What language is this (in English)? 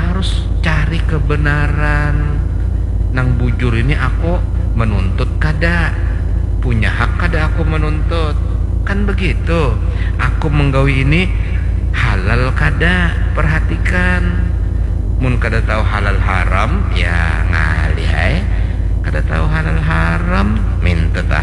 Banjar